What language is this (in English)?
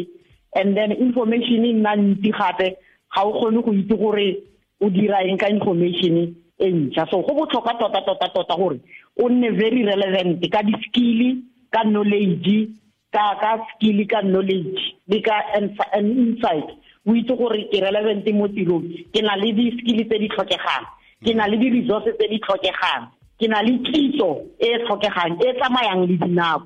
Tswana